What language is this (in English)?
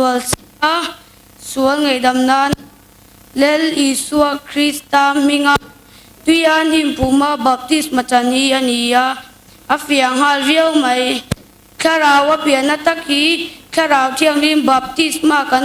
Mizo